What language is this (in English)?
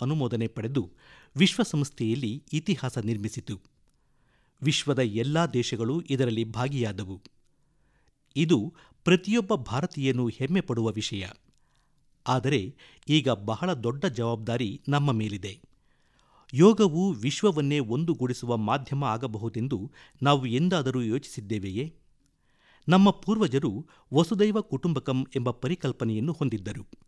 Kannada